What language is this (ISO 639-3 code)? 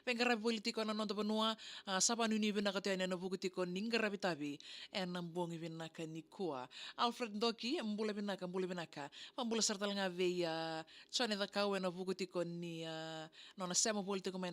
fij